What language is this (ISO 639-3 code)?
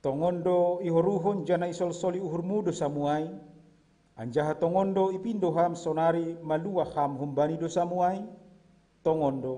bts